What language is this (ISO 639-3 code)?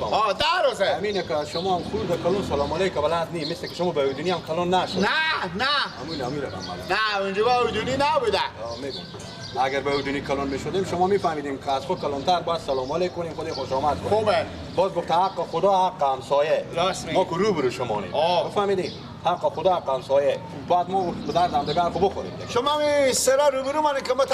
fas